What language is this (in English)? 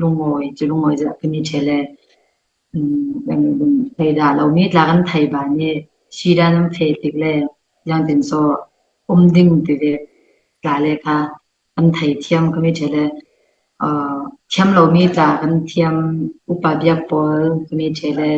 Falam Chin